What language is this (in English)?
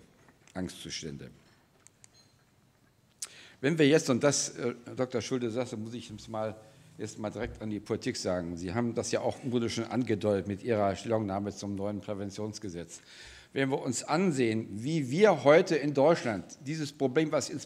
German